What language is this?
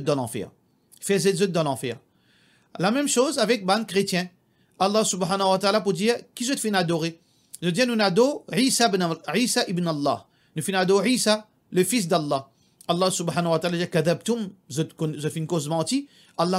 Morisyen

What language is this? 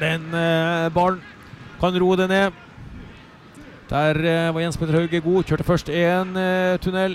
Norwegian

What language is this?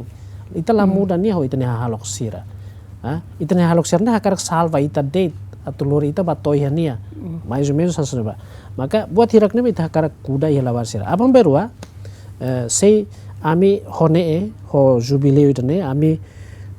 Tetum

